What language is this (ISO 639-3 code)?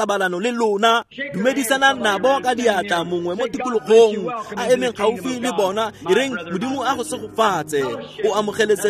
tsn